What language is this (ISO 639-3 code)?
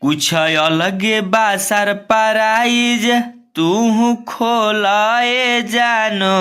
bho